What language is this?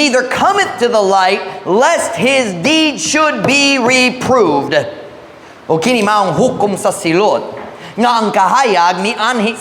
Cebuano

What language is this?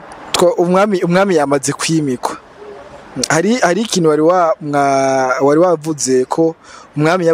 Rundi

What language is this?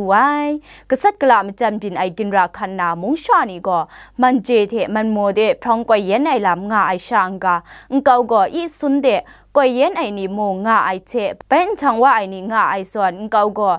Kachin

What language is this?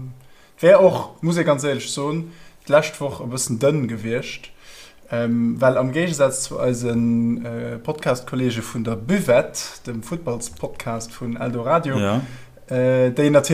Luxembourgish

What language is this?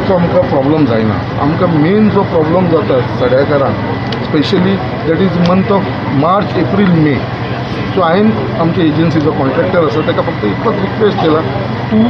Konkani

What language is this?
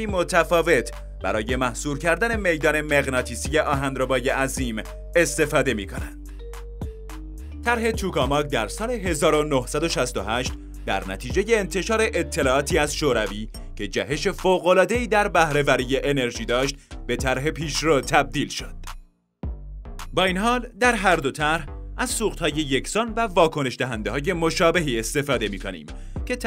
Persian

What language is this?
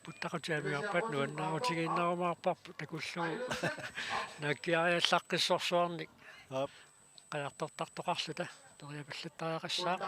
Kalaallisut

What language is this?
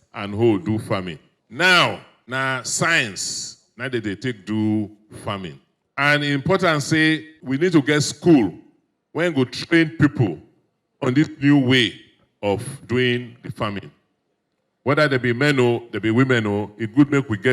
Nigerian Pidgin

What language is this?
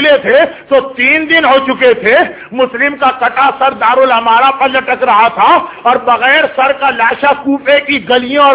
Urdu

